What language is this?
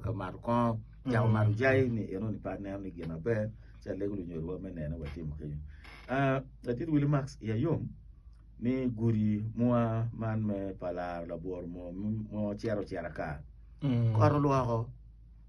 Acoli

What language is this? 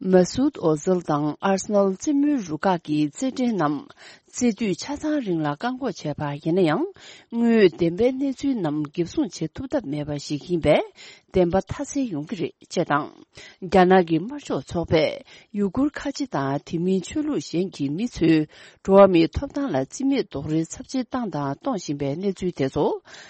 Tibetan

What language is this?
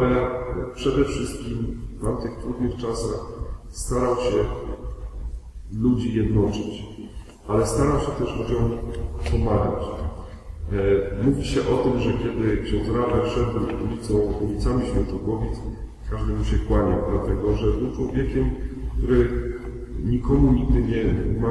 Polish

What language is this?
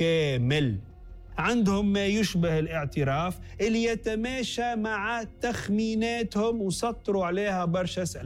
Tunisian Arabic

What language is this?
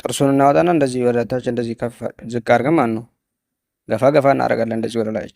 Amharic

